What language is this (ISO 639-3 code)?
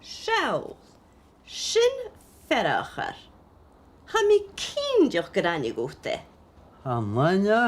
gla